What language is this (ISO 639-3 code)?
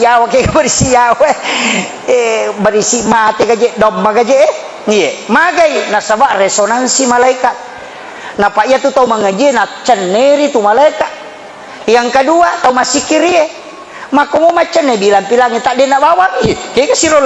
bug